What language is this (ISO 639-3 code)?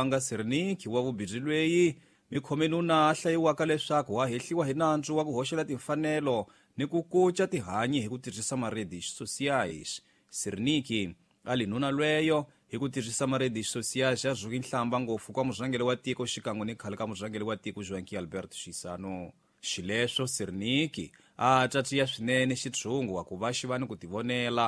tso